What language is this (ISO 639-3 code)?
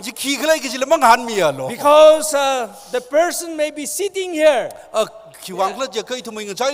nmf